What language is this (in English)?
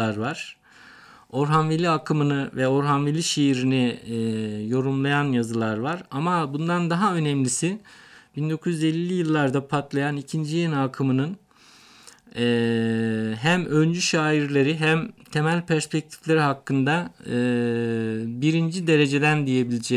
Turkish